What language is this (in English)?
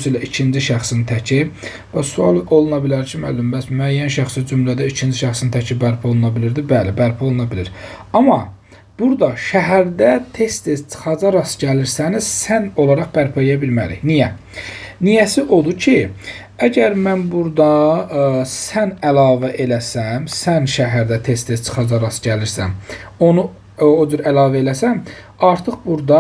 Azerbaijani